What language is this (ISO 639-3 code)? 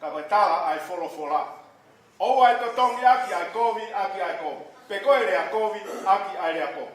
ton